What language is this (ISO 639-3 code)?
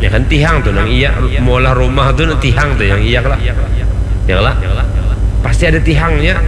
bjn